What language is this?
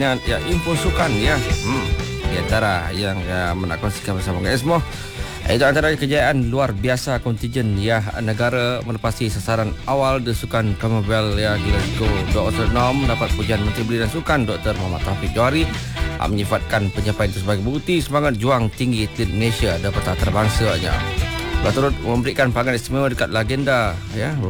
Malay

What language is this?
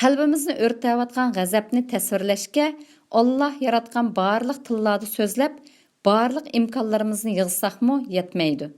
Uyghur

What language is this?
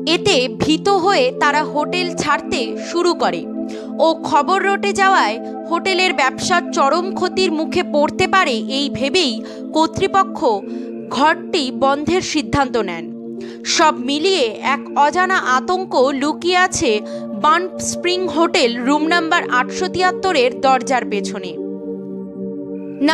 Bangla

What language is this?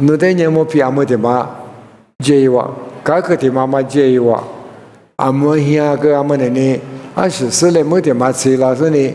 Lisu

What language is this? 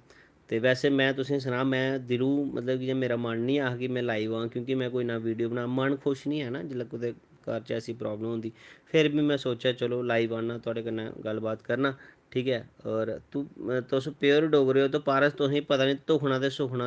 Dogri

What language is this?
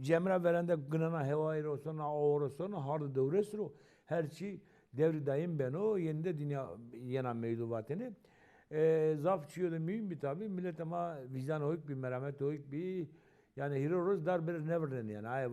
Zaza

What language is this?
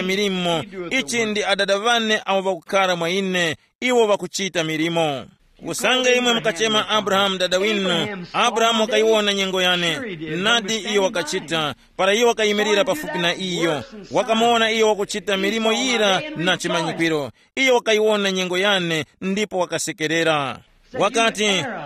Tumbuka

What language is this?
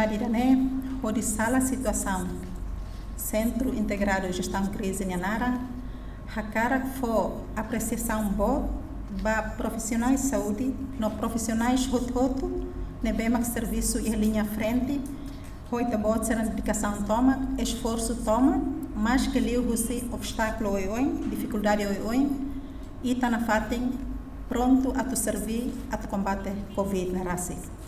Tetum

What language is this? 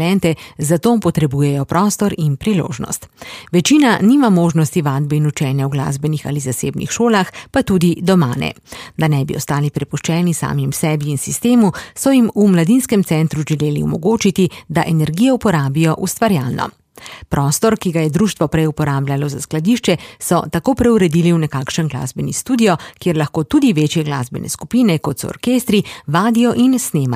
Slovenian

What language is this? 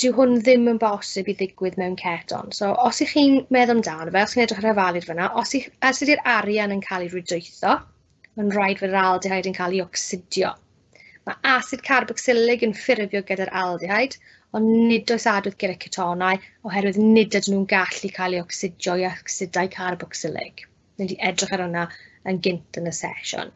Welsh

